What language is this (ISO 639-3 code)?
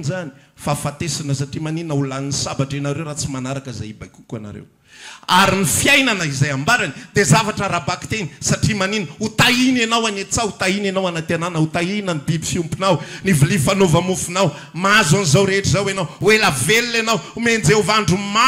mlg